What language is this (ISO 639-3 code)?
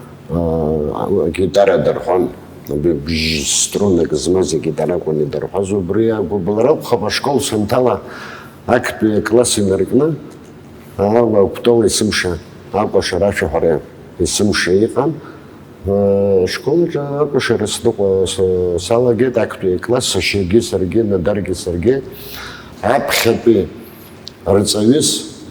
abk